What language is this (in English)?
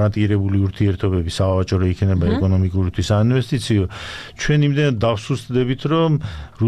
Georgian